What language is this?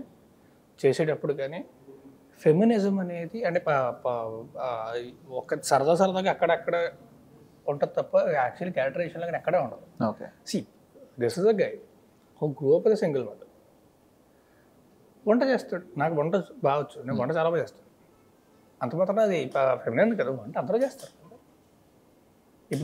Telugu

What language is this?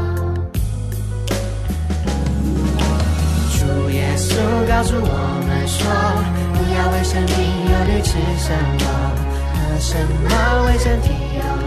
Chinese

